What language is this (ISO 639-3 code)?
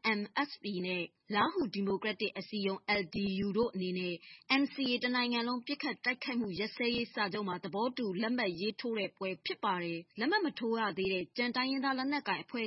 mya